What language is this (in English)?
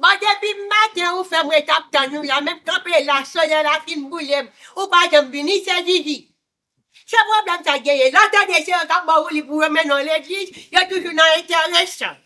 Haitian Creole